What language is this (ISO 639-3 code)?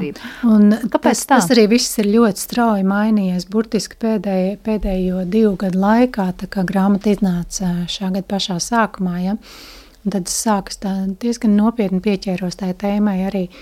lav